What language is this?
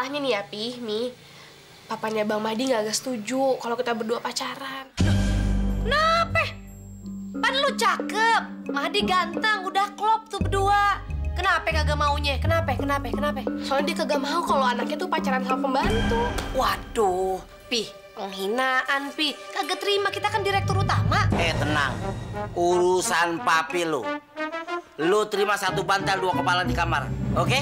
Betawi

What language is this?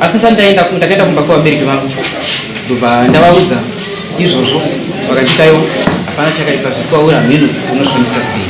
Shona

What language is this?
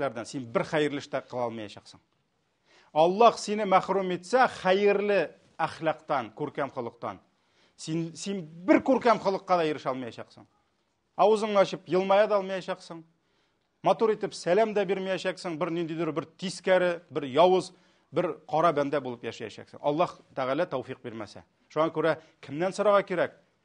Tatar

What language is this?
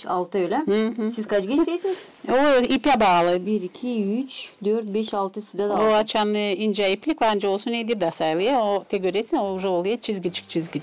Gagauz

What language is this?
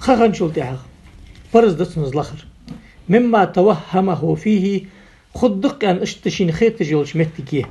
Ingush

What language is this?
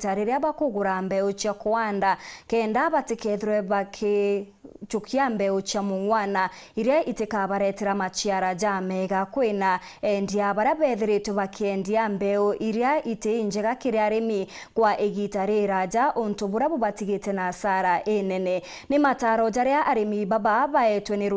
Meru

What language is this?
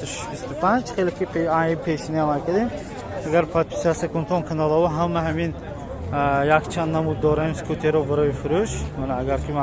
Tajik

